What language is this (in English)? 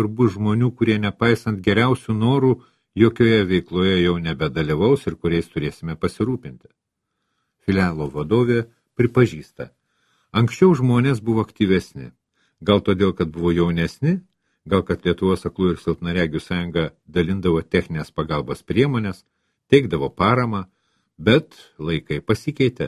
Lithuanian